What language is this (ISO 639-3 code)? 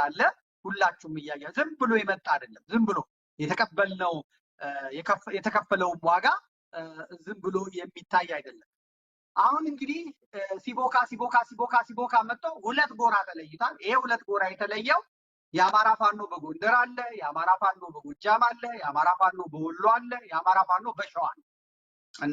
amh